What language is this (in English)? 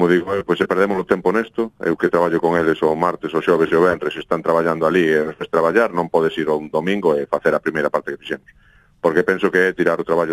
Galician